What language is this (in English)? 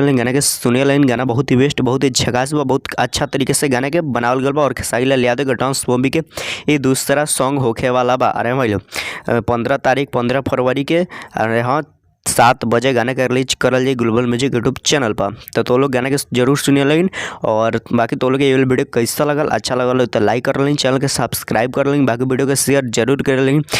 Bhojpuri